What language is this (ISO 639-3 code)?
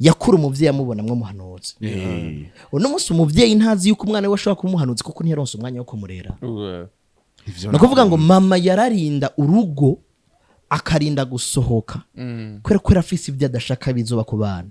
run